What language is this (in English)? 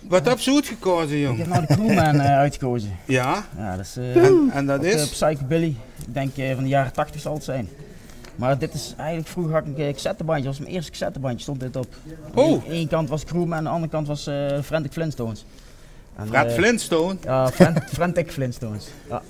Limburgish